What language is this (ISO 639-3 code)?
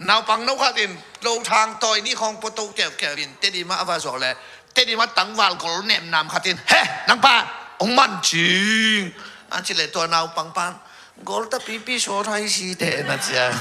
ctd